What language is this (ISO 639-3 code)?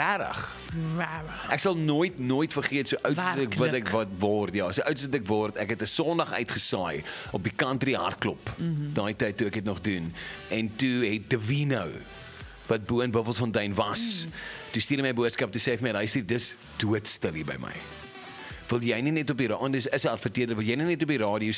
afr